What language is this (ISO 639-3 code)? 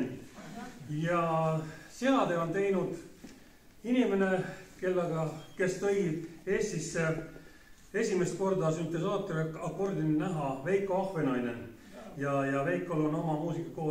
est